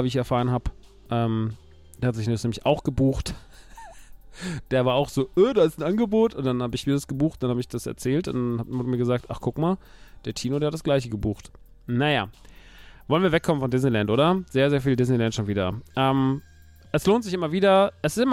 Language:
German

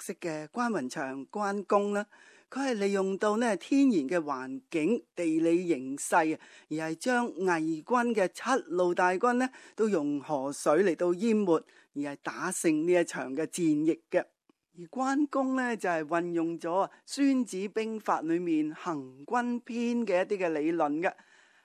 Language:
Cantonese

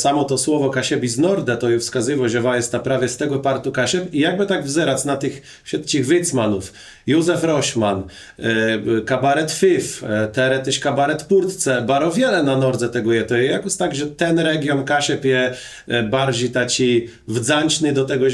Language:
Kashubian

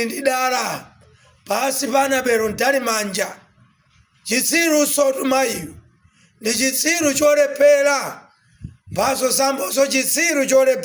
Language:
Nyanja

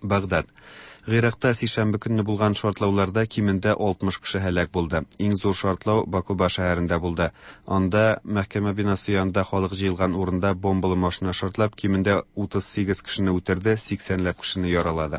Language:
Tatar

